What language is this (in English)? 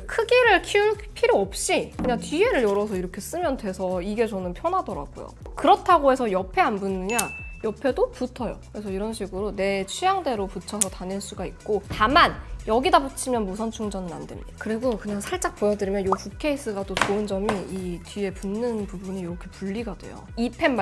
Korean